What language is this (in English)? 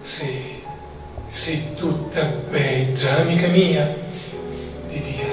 Sicilian